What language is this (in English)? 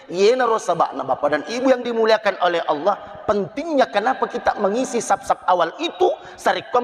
Buginese